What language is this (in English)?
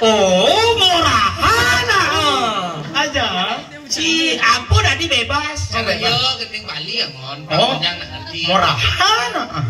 Balinese